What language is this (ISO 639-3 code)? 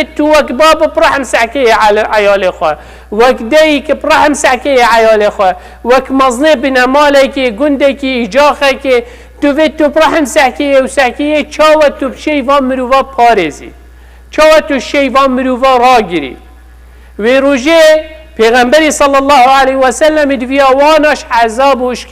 kur